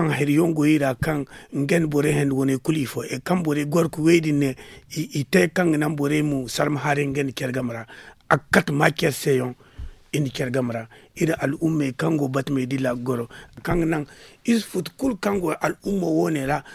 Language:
Zarma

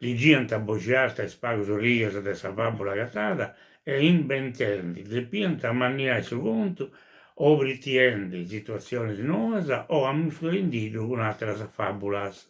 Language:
Sardinian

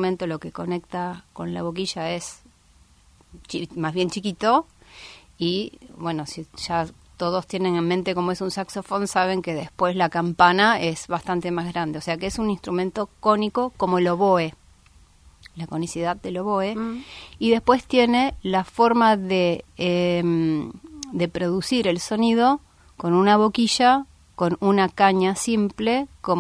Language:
Spanish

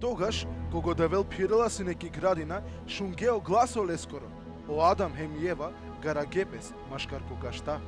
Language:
Balkan Romani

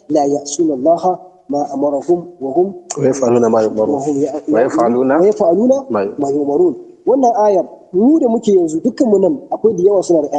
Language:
Hausa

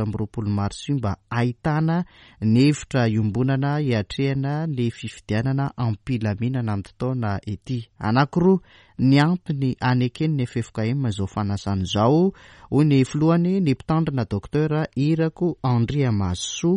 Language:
Malagasy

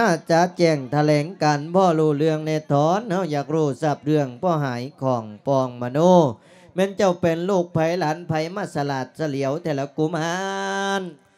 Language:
Lao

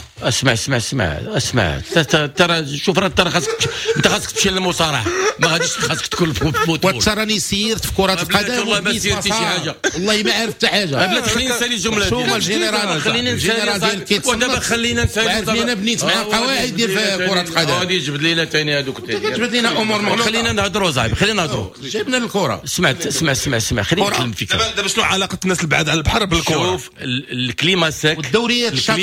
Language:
Moroccan Arabic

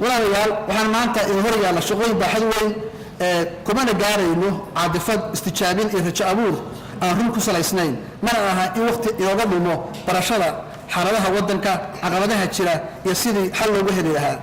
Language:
Somali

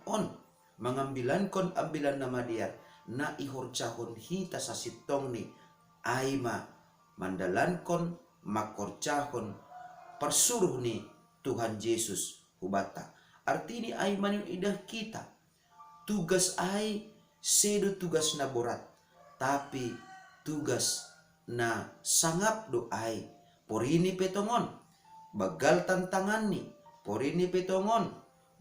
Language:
Batak Simalungun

